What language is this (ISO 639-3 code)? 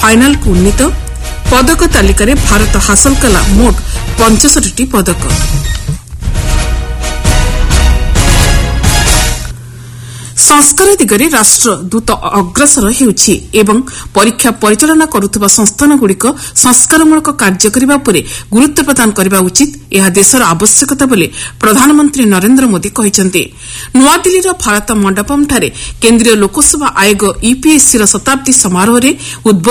ori